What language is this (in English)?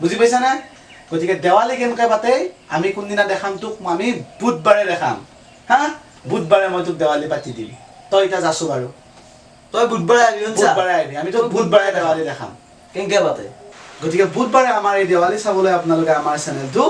Assamese